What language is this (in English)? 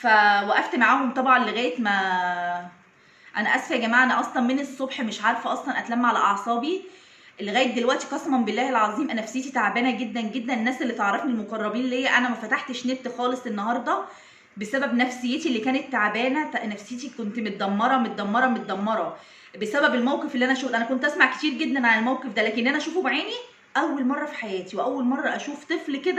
Egyptian Arabic